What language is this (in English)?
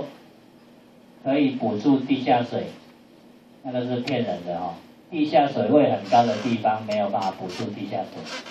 Chinese